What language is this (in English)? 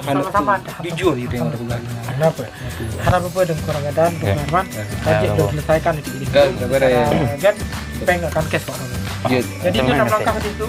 Achinese